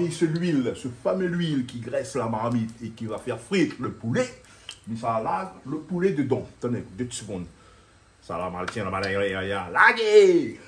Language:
Réunion Creole French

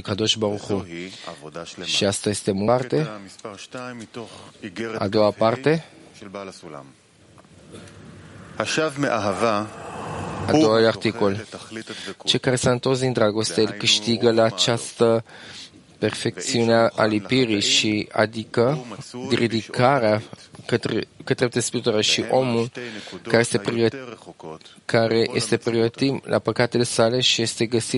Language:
Romanian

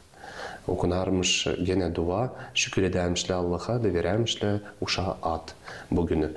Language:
Gagauz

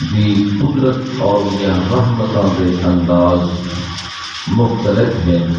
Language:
Saraiki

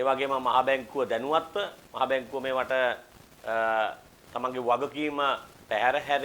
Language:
Sinhala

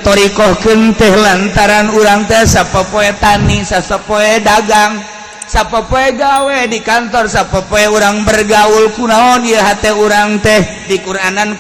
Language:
Sundanese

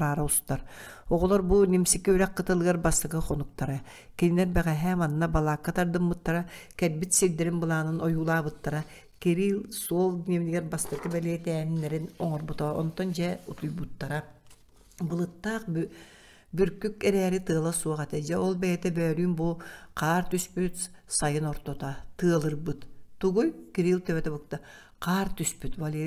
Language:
Yakut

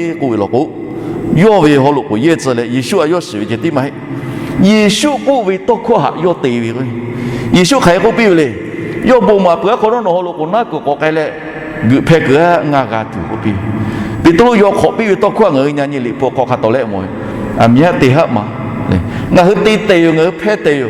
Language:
Lahu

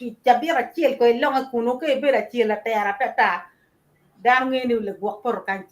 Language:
Acoli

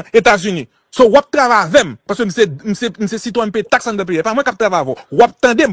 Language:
Haitian Creole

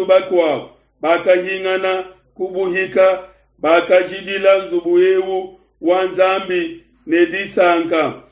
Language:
Luba-Lulua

